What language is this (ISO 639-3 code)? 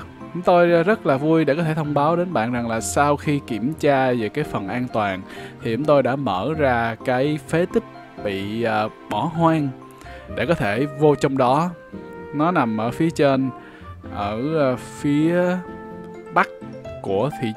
vie